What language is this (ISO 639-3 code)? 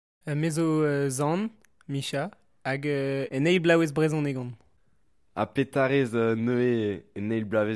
bre